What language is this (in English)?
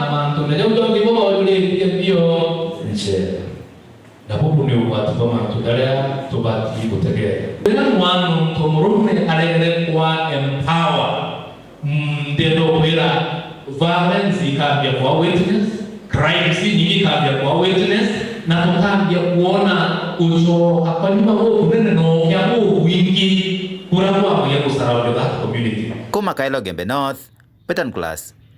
Meru